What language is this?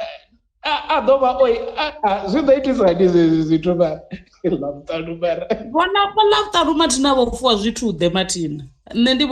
Venda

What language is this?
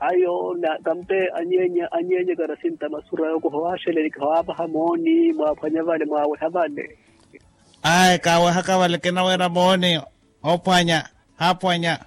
Makhuwa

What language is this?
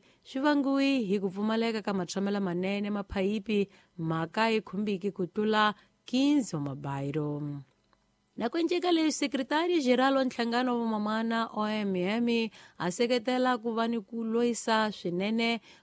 Tsonga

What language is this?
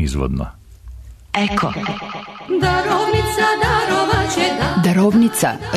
Serbian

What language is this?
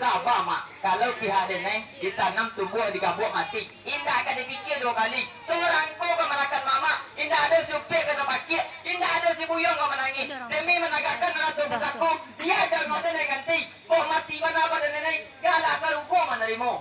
Minangkabau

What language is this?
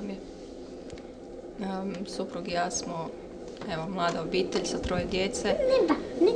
Croatian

